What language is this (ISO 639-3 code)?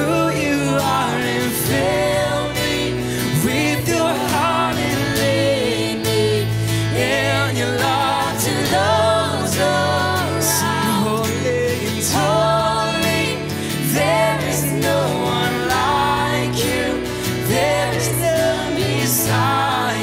eng